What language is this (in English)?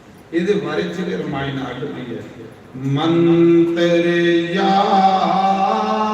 Dogri